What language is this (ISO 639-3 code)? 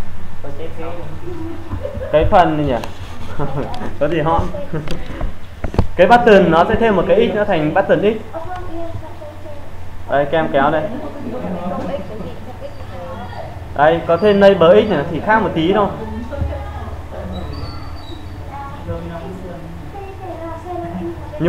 vie